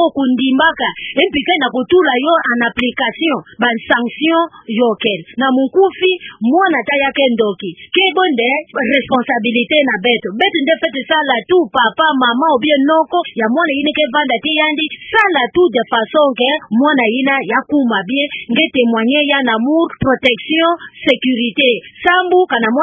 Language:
Kituba (Democratic Republic of Congo)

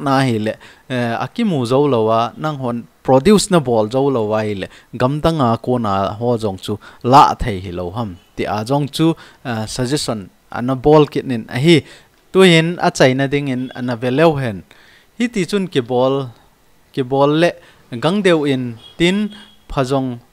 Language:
Thado Chin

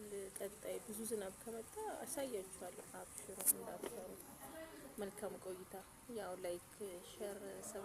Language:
Amharic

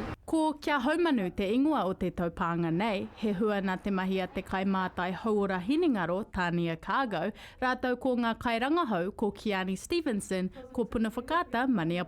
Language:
Māori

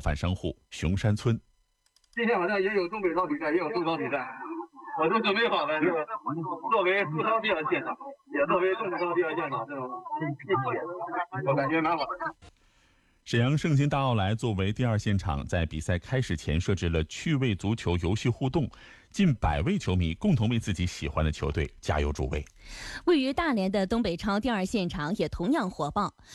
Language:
Chinese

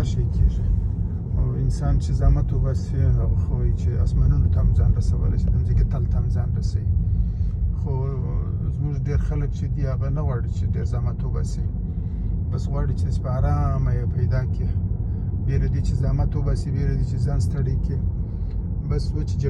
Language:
Pashto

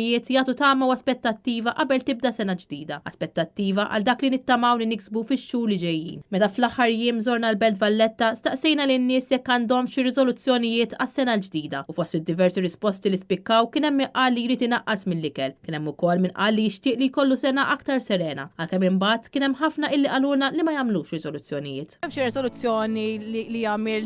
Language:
Maltese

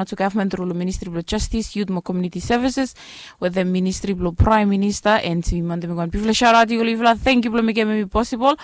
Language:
Bislama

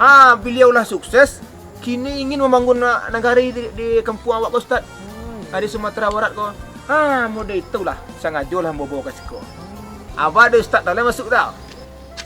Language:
Minangkabau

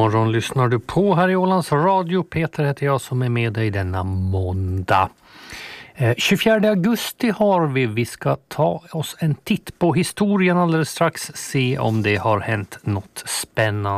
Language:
Swedish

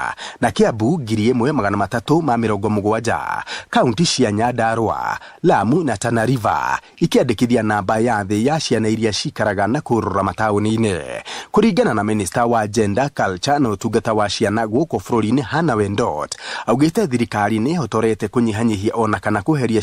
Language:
Kikuyu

